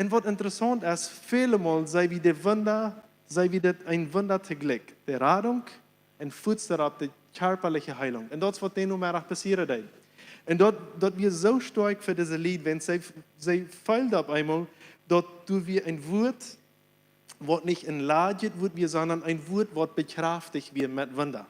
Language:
Plautdietsch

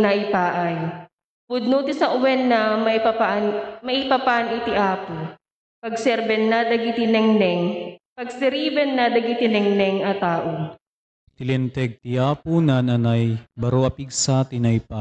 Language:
Iloko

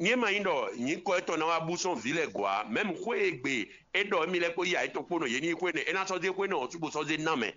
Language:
Fon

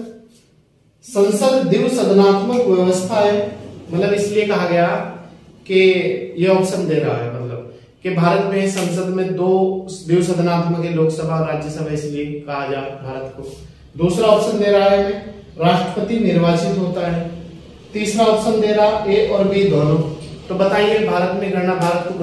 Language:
Hindi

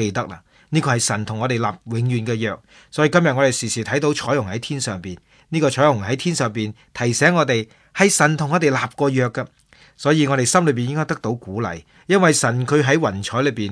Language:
Cantonese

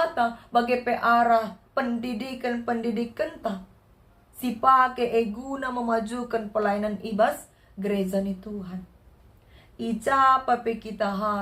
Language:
Batak Karo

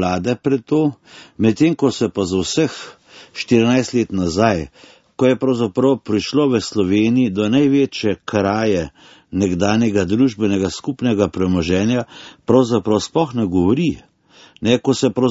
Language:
Slovenian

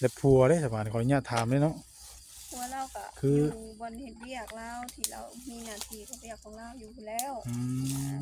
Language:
Northeastern Thai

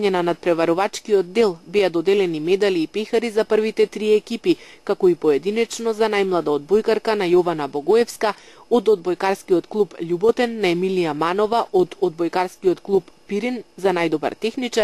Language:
Macedonian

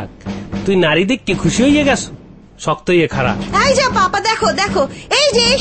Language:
Bangla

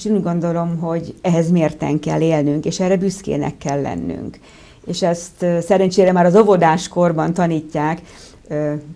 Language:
Hungarian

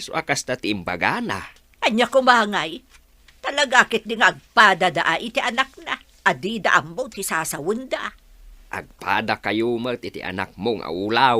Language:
Iloko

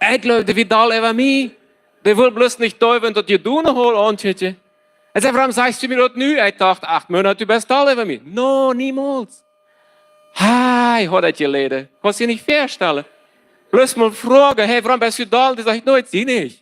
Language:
Plautdietsch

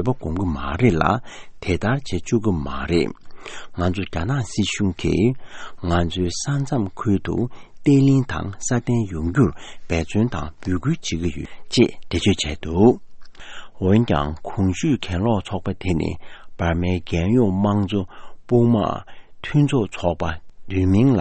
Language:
Tibetan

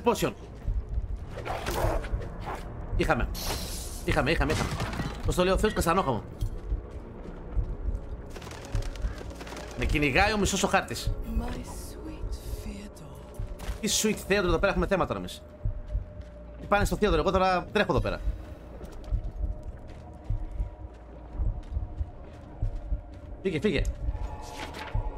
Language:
Greek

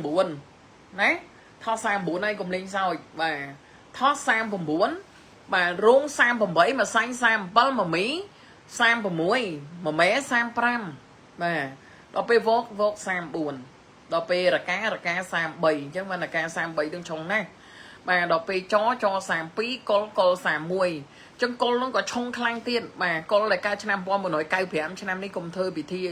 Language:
Khmer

